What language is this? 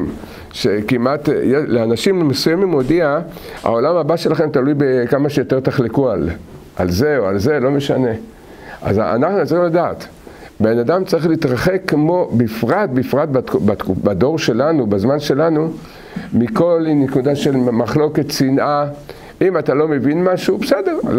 Hebrew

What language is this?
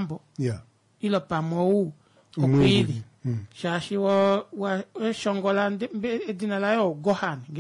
Kuanyama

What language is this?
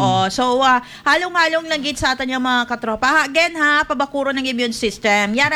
Hiligaynon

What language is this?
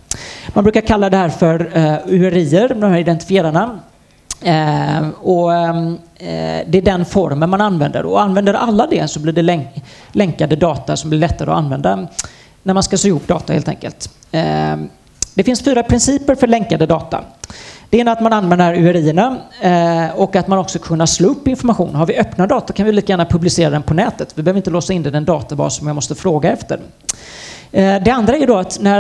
Swedish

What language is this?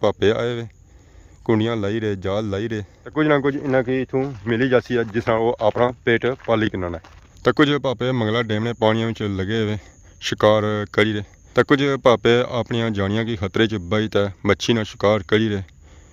Pahari-Potwari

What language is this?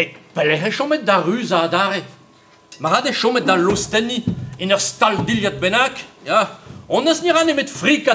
Breton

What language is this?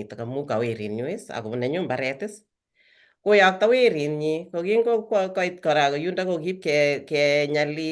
Kalenjin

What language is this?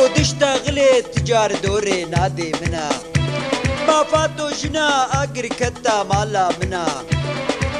Kurdish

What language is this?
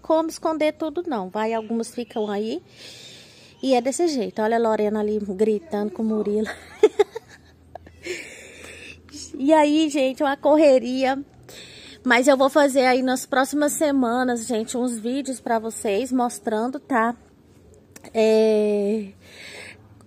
Portuguese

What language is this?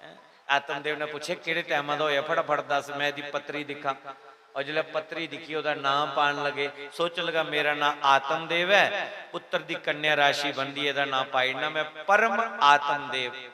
Dogri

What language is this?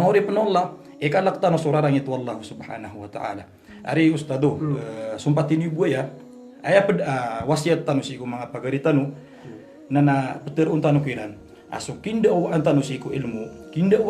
Maranao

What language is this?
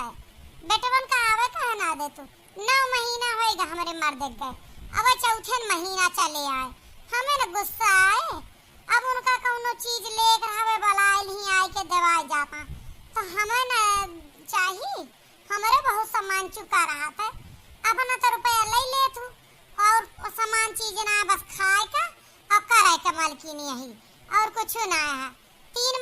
Awadhi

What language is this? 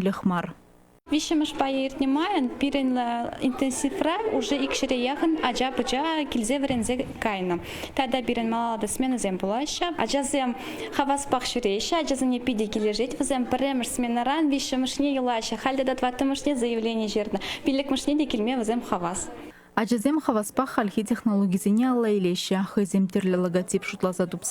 Chuvash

